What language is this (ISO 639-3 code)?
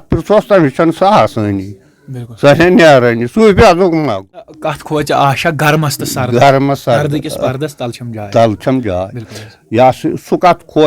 kas